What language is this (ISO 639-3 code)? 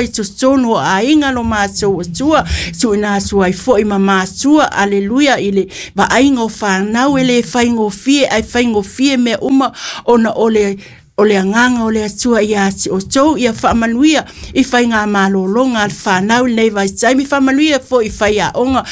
smo